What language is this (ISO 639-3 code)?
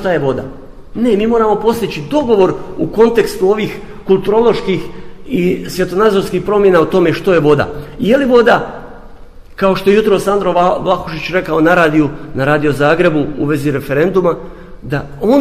hrv